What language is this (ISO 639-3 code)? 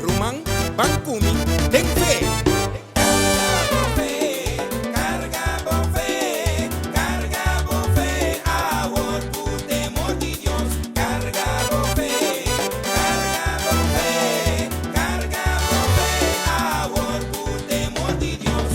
pap